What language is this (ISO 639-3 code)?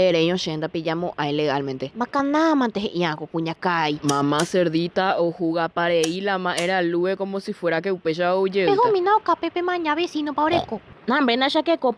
grn